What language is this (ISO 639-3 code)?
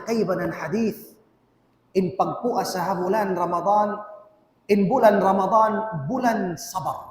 tsg